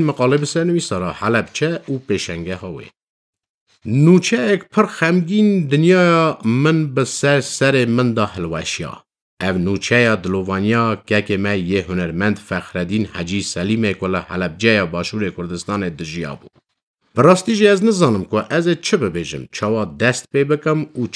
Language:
Kurdish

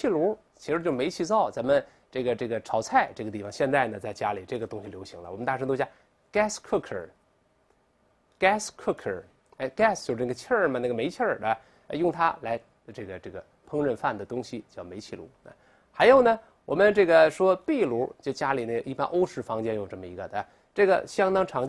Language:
Chinese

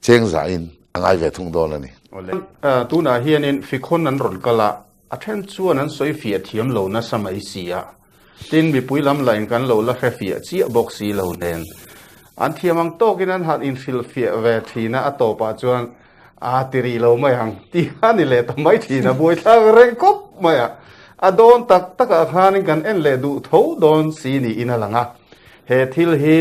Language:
Mizo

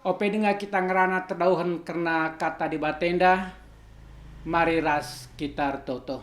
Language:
Batak Karo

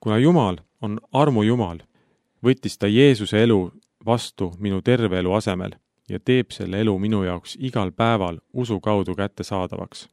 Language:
Estonian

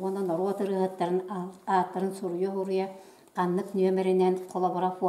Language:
Yakut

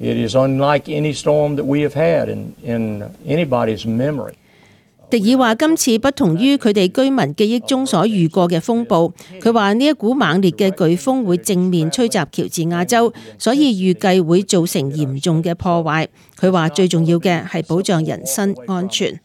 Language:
Cantonese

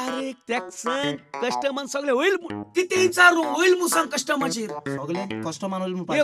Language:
Konkani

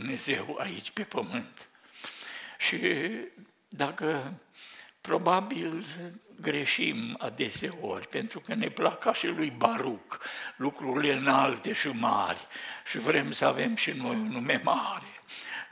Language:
Romanian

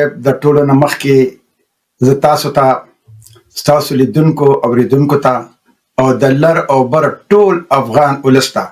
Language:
Pashto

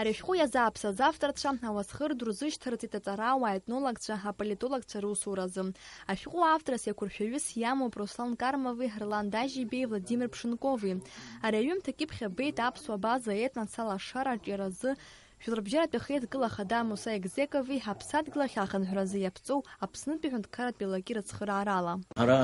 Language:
Abkhazian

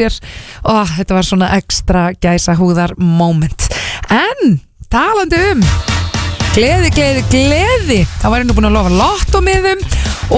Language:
Icelandic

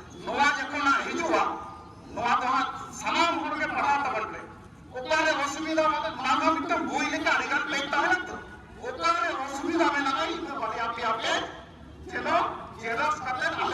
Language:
Santali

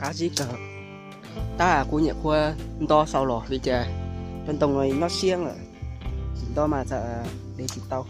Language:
Hmong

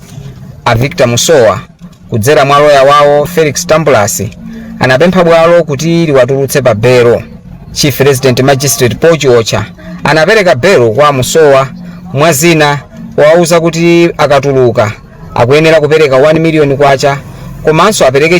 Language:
Nyanja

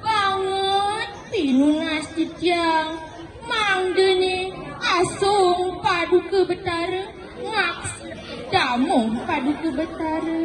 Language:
Balinese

